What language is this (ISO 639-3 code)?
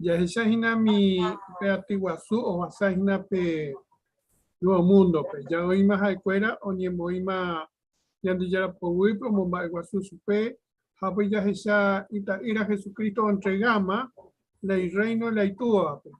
grn